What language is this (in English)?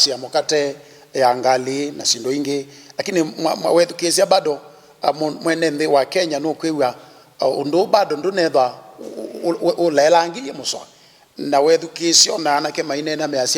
Kamba